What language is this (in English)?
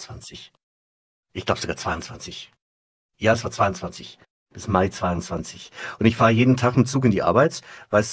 German